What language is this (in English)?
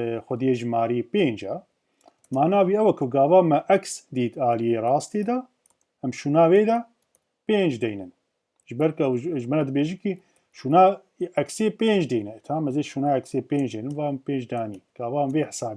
Kurdish